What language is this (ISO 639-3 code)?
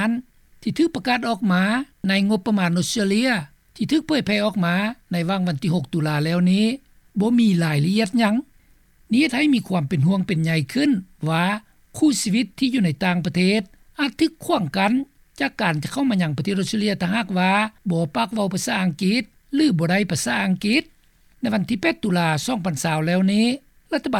lao